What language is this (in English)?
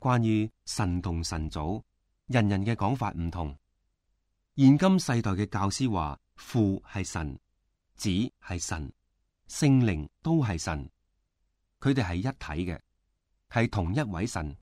Cantonese